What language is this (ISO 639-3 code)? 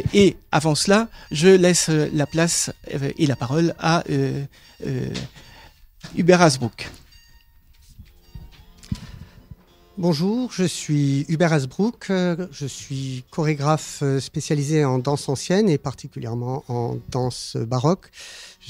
fra